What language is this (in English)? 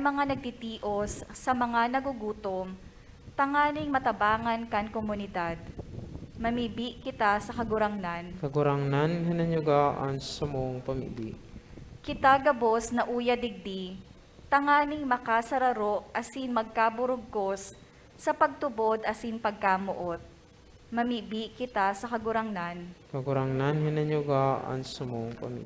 Bikol